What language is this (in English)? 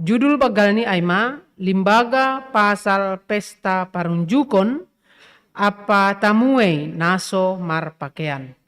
Batak Simalungun